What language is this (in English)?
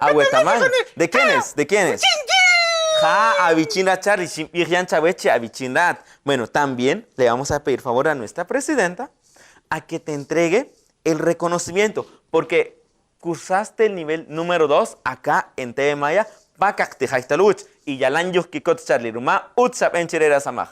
Kaqchikel